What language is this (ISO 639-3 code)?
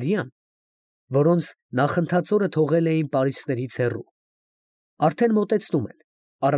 hye